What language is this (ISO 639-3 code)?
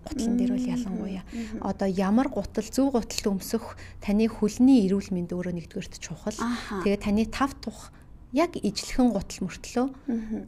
mon